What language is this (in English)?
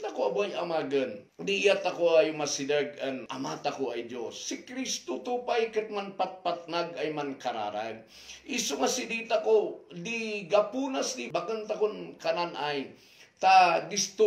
Kankanaey